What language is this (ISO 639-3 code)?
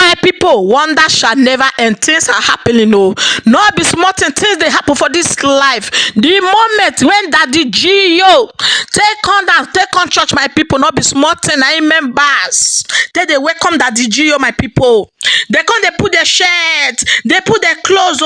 pcm